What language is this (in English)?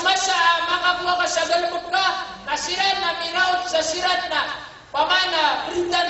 Maranao